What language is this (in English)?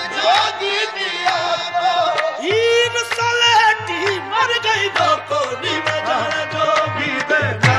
Punjabi